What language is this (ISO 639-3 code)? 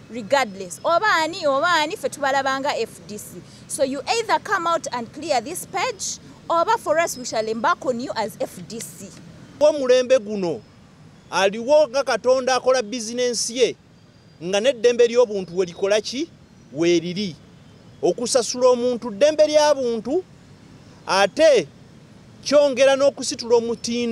lug